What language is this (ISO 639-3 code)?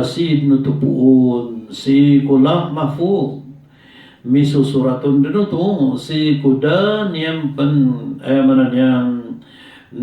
mrw